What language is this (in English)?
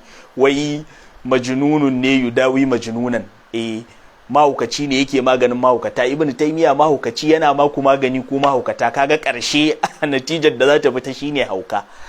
Hausa